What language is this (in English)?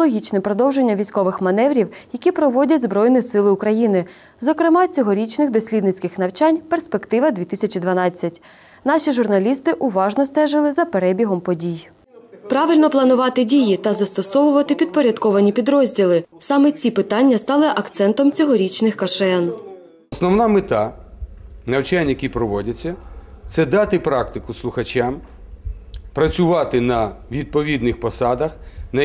Ukrainian